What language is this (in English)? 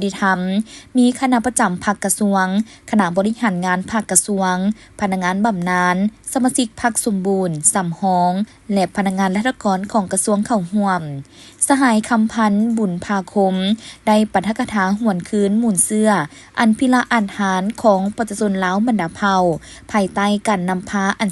Lao